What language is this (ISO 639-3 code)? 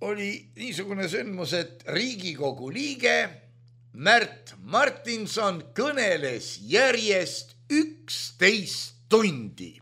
est